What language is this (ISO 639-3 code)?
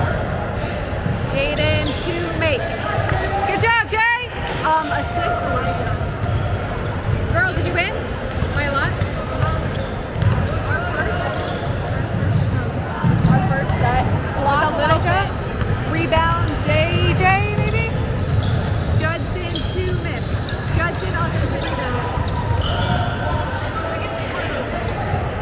eng